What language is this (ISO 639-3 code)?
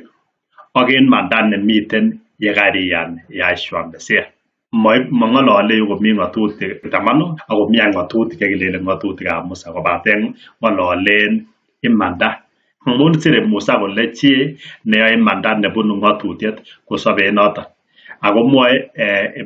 kln